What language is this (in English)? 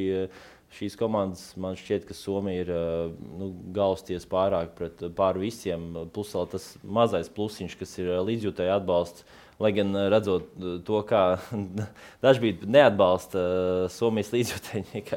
Latvian